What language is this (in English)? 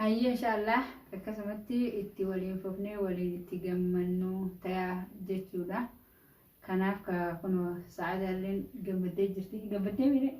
Oromo